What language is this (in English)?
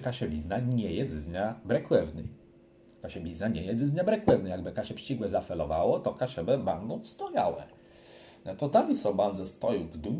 Kashubian